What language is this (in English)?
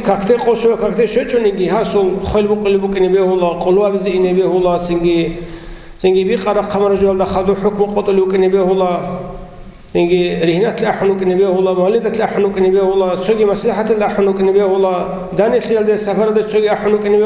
Avaric